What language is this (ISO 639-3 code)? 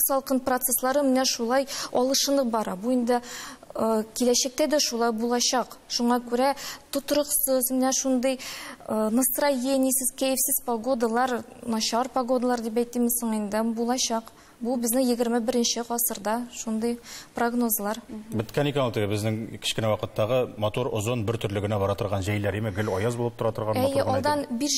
tat